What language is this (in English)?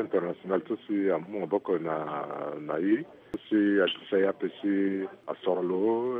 Sango